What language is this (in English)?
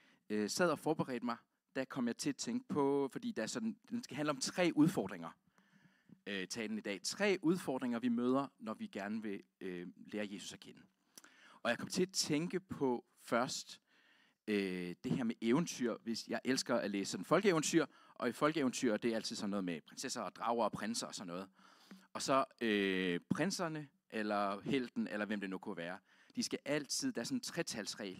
Danish